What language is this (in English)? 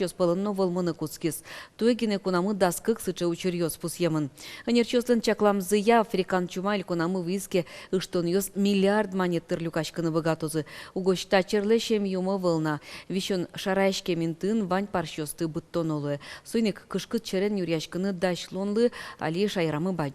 Udmurt